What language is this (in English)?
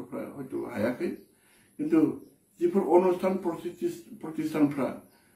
Bodo